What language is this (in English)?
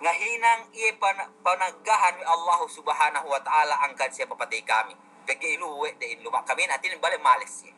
Yakan